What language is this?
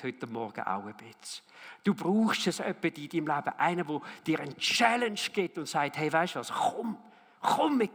Swiss German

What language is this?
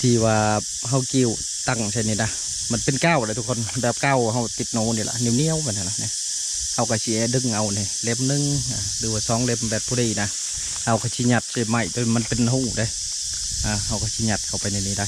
Lao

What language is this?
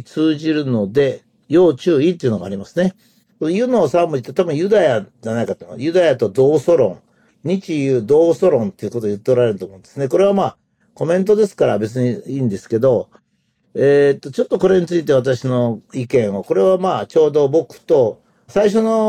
Japanese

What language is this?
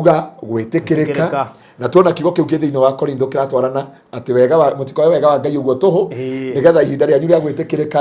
Kikuyu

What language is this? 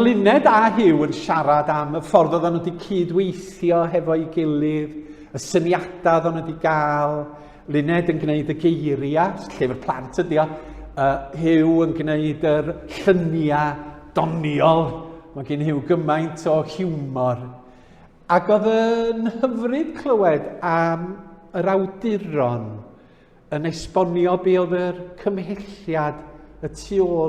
Welsh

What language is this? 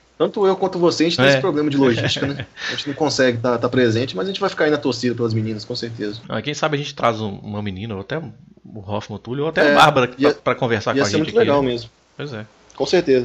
Portuguese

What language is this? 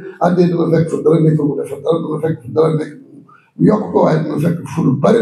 Wolof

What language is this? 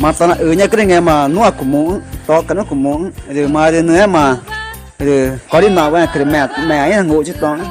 Ticuna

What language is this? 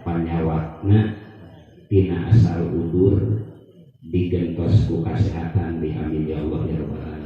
Sundanese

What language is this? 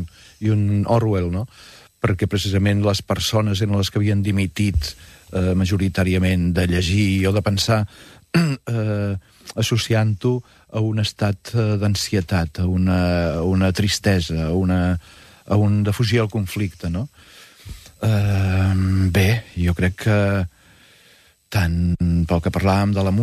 Catalan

